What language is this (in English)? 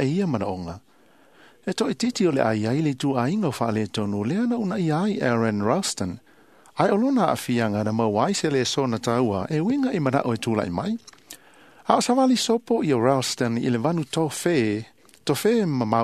Samoan